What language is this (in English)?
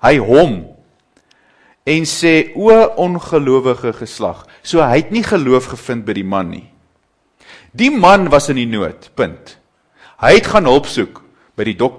Afrikaans